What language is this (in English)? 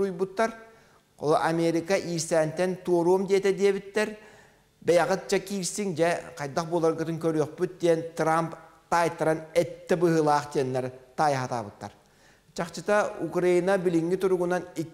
Yakut